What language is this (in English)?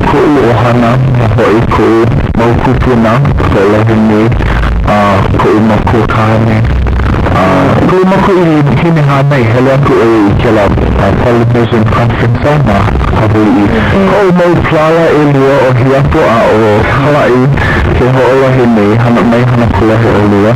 Hawaiian